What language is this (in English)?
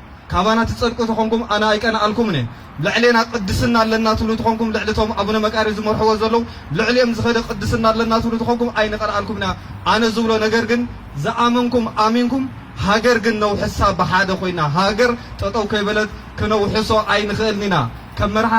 Tigrinya